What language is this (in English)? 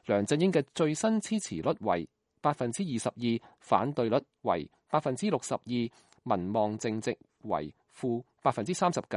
Cantonese